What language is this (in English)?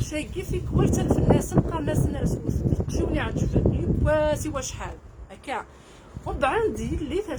Kabyle